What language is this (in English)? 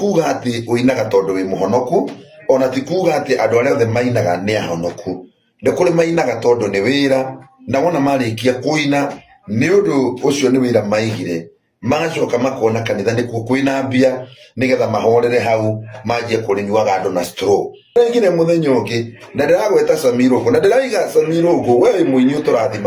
Kikuyu